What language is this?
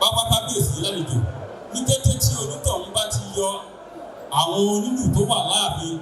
Yoruba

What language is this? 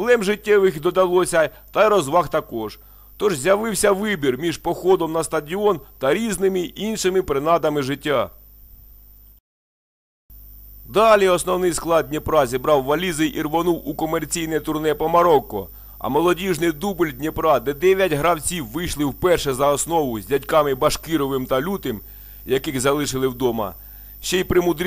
Ukrainian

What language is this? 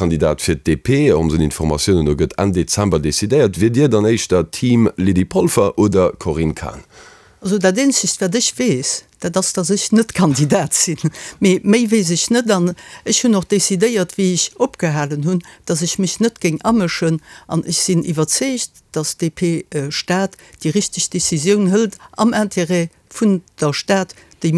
Luxembourgish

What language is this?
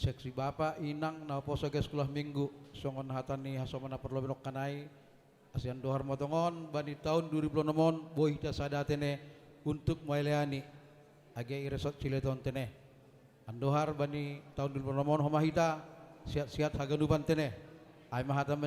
Batak Simalungun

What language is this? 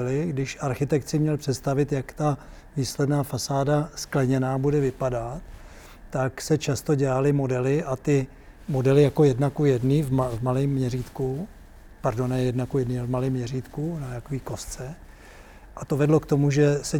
Czech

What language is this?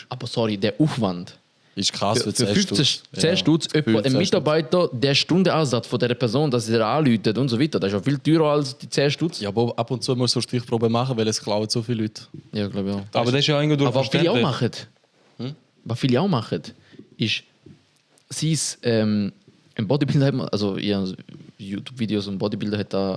Swiss German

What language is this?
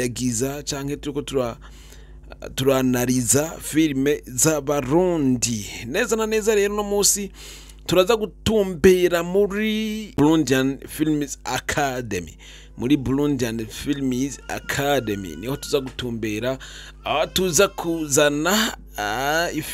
Rundi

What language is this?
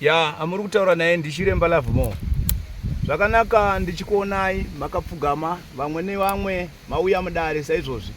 Shona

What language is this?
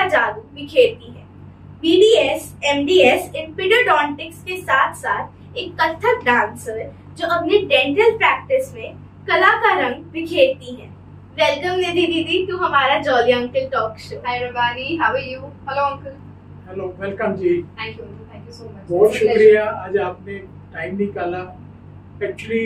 Hindi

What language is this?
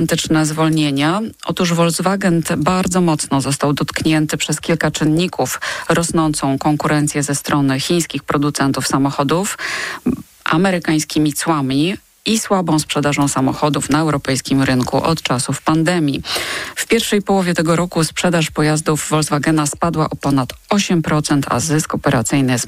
Polish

